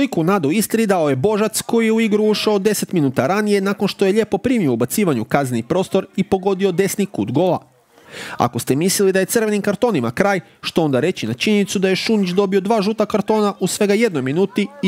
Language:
Croatian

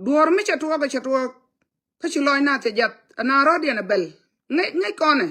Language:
Nuer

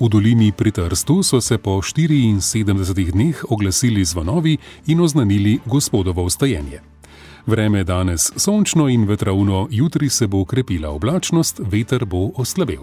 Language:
Slovenian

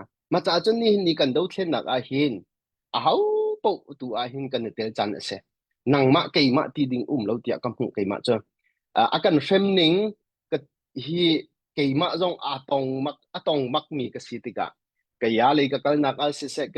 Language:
Hakha Chin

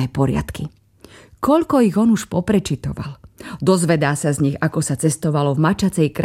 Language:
Slovak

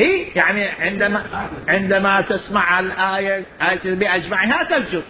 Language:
Mesopotamian Arabic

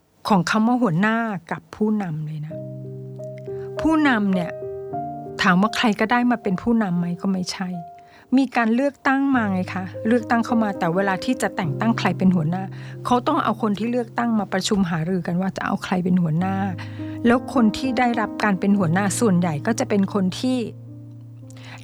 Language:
Thai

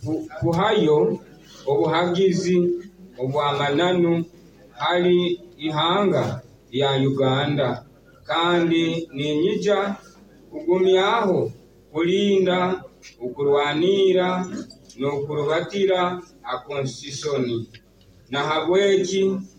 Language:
Nyoro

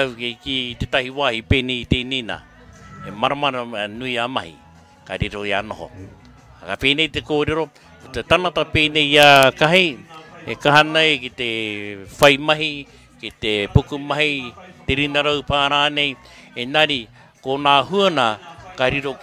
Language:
Māori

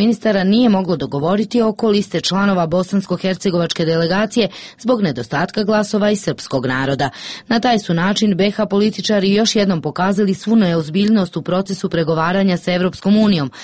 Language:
Serbian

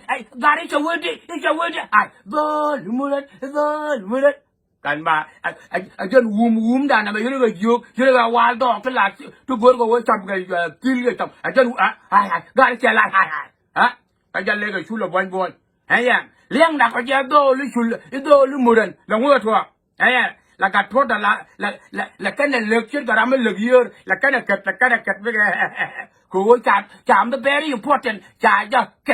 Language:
Nuer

